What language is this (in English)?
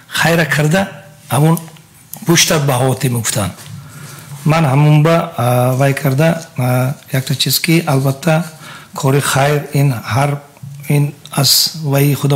Tajik